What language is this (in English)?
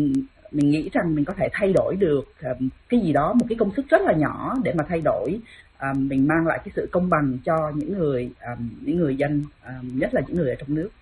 Vietnamese